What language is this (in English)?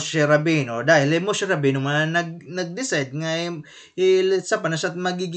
Waray